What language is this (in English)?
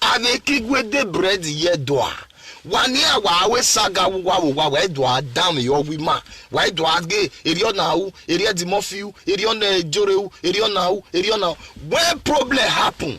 Nigerian Pidgin